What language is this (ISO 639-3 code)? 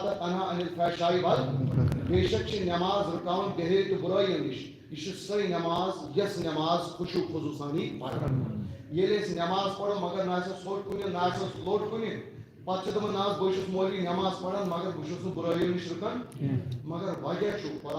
kas